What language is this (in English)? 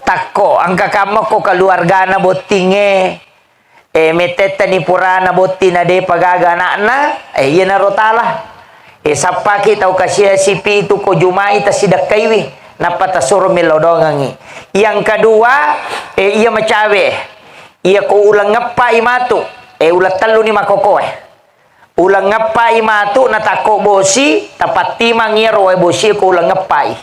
Buginese